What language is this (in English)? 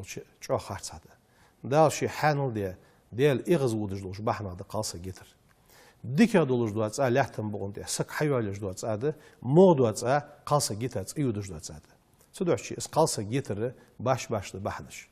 Ingush